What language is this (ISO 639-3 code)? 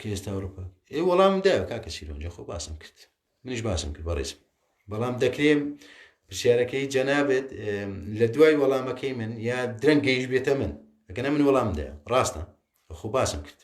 ckb